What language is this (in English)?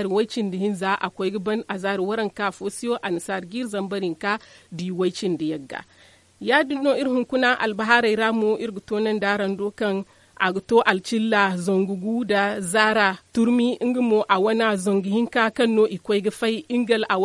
Zarma